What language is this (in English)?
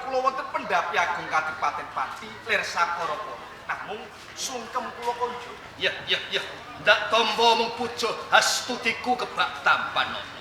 Javanese